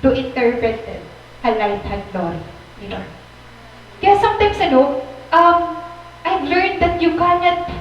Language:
Waray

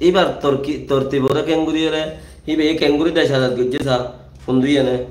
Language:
Rohingya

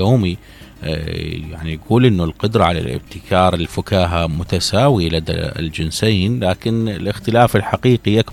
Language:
Mesopotamian Arabic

